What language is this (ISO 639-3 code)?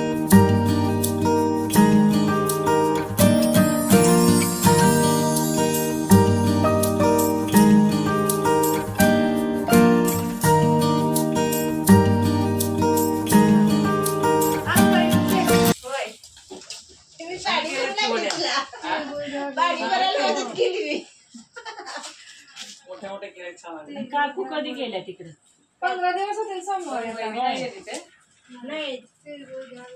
mar